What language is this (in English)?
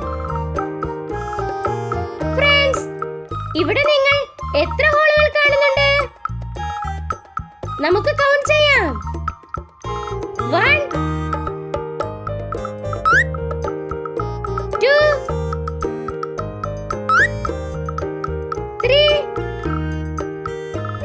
Malayalam